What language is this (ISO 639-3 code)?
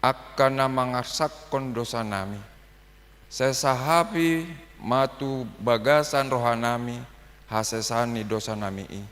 bbc